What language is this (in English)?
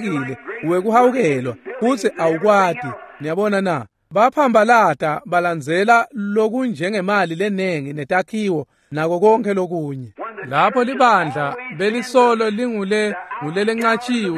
Swati